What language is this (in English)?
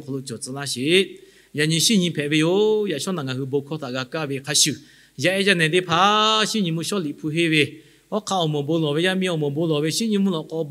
Lahu